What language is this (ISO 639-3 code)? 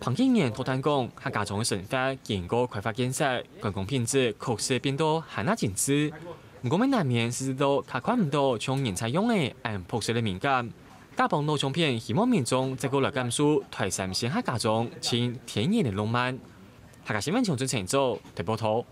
hak